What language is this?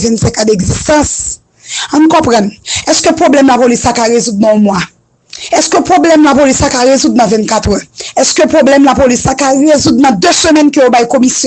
Haitian Creole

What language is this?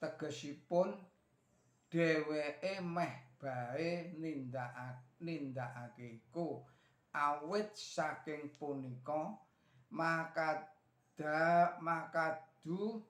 Javanese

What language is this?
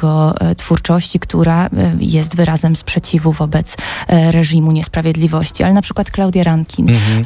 Polish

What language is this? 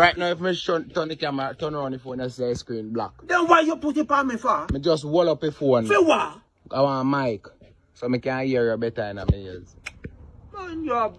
Jamaican Creole English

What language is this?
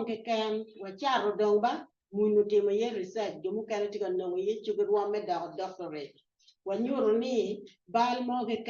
Acoli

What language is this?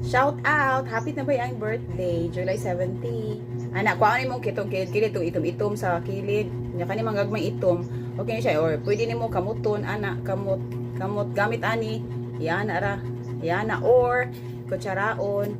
Cebuano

